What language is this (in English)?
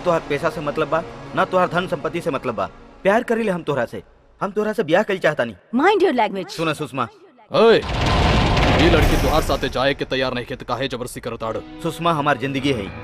Bhojpuri